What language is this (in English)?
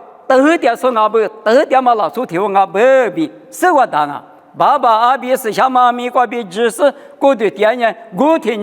Lisu